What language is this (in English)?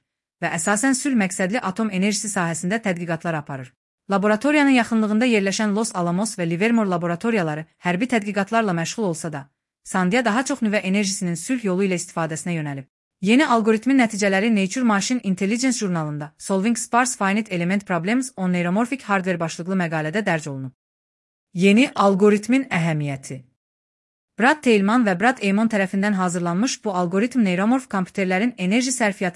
Azerbaijani